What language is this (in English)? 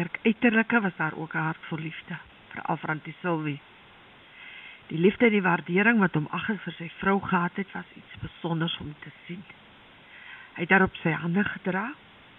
Afrikaans